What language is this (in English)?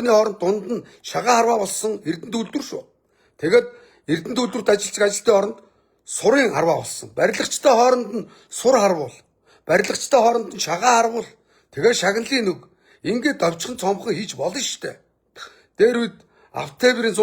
Mongolian